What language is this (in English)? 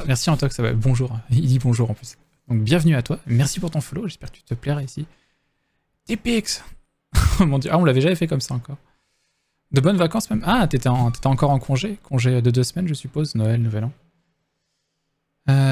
French